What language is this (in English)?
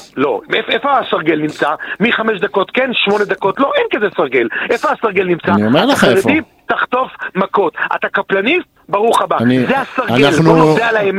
Hebrew